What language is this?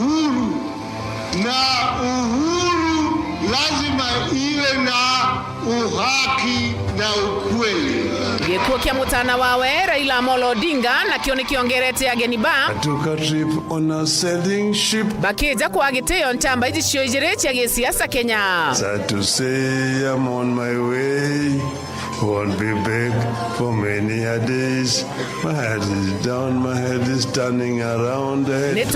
Meru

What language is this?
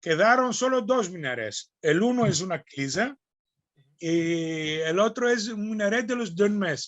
Ladino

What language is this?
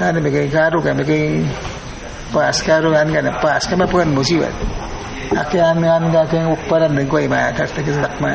Awa-Cuaiquer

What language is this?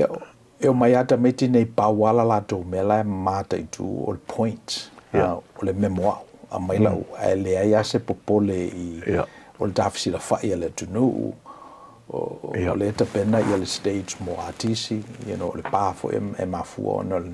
Samoan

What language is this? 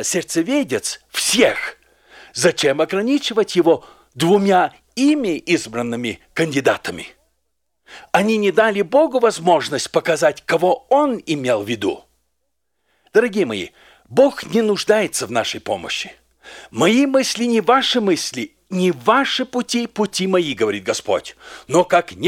Russian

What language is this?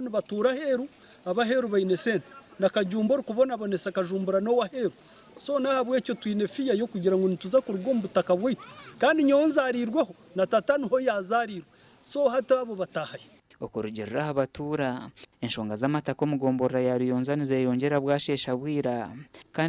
Nyankole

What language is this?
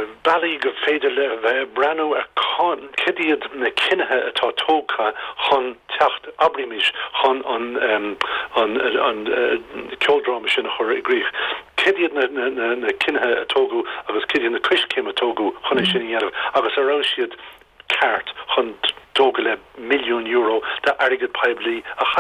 Irish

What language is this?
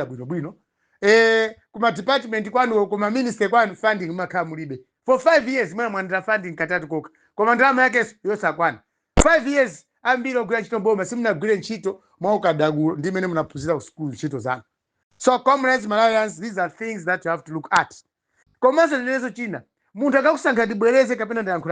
Nyanja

